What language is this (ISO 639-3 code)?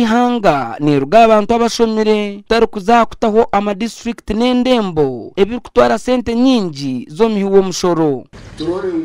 nyn